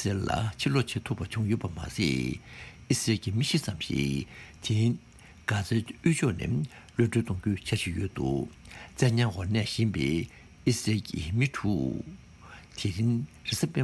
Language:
Tibetan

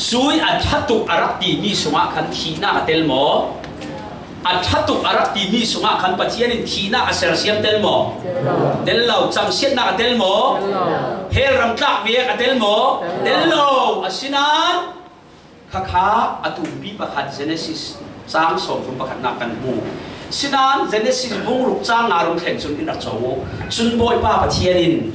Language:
Falam Chin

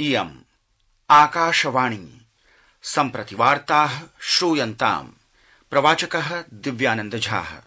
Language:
Sanskrit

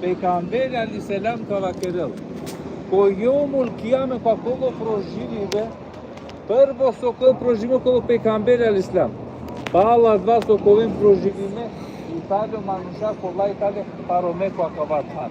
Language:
Balkan Romani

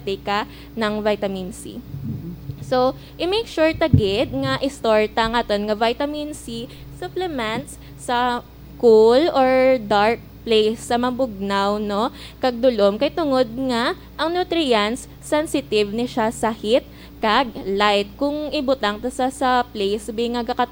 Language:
Hiligaynon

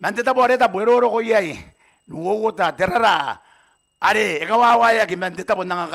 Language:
Gilbertese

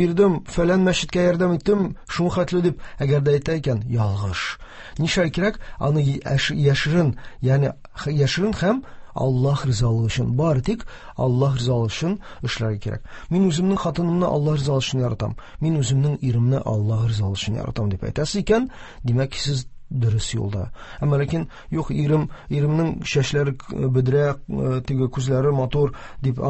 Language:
Tatar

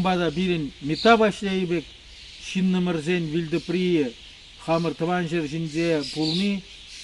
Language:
Chuvash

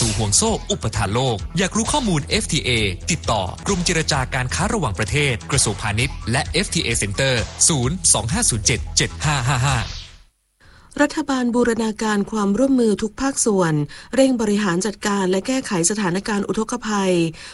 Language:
Thai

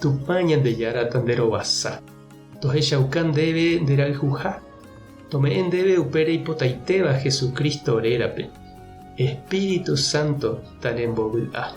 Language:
Guarani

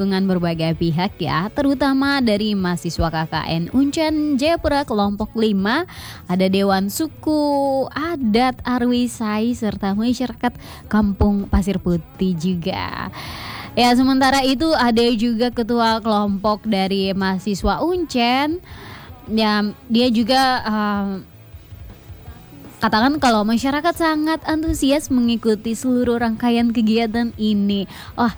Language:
Indonesian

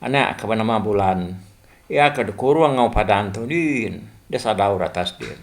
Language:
Iban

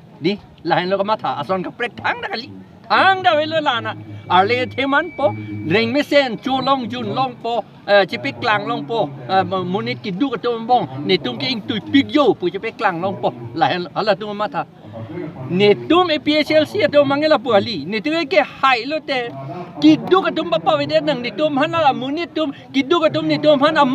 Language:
Karbi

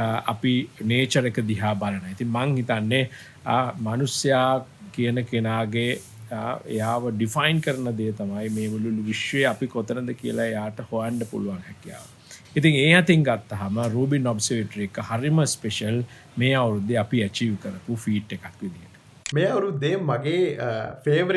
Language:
Sinhala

